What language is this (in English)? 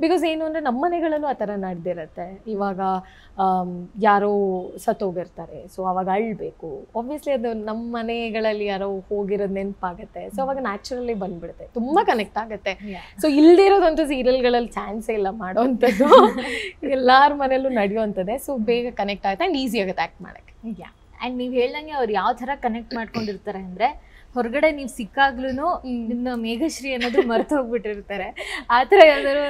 Kannada